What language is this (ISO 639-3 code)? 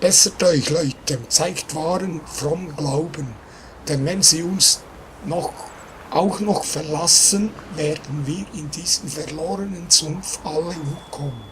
gsw